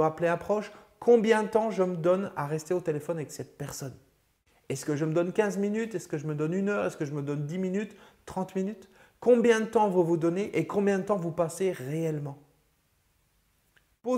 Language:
French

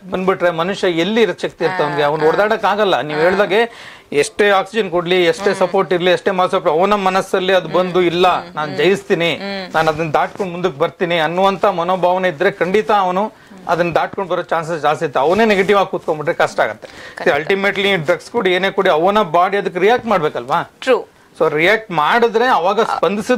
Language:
Kannada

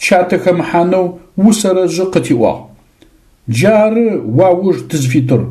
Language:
Adyghe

